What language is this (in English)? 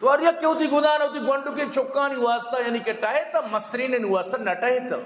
Eastern Balochi